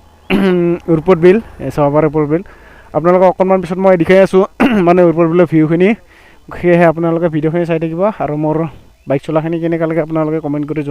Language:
Assamese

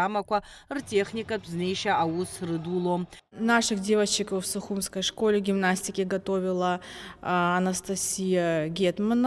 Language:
Abkhazian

